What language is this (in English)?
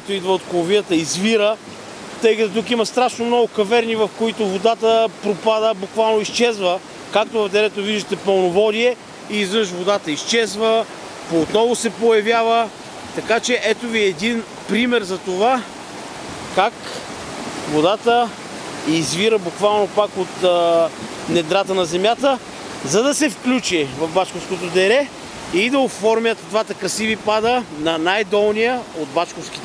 Bulgarian